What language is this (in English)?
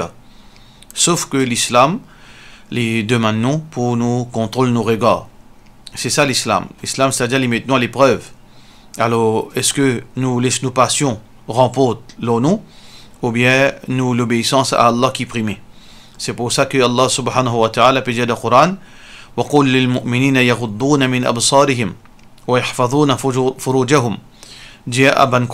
Morisyen